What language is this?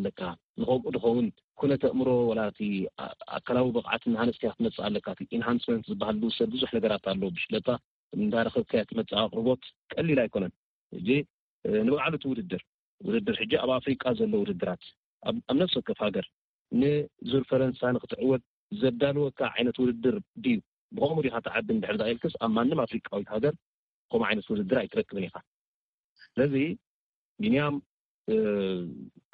Tigrinya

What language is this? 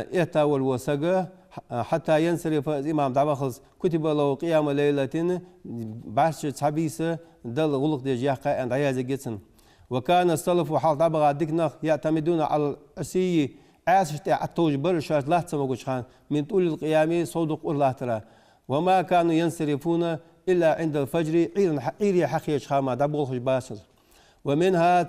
Ingush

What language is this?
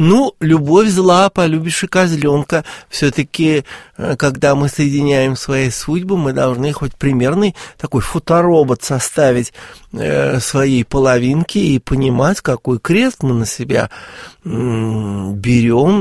Russian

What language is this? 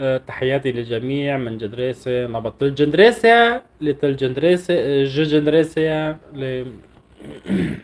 North Levantine Arabic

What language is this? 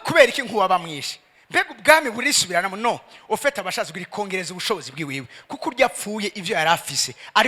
Rundi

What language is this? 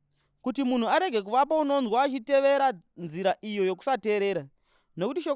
Shona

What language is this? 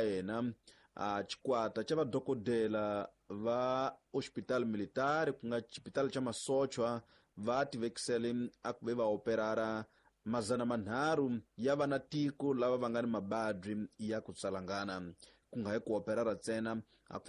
Tsonga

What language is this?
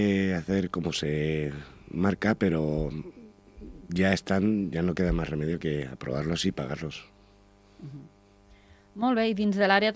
Catalan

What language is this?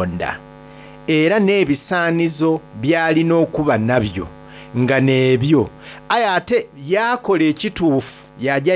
Soga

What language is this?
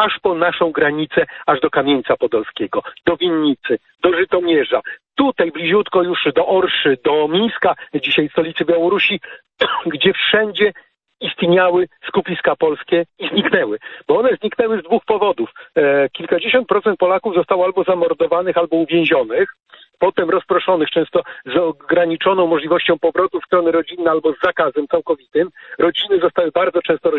Polish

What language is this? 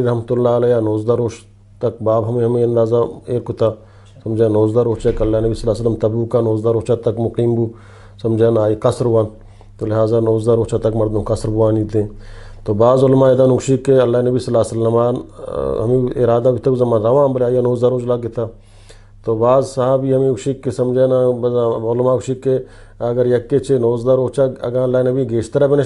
Baluchi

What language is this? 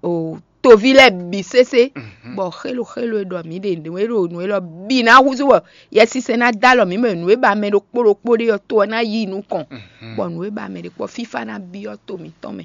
Fon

